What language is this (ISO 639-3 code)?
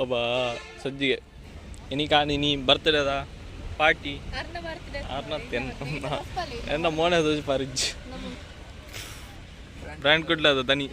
tcy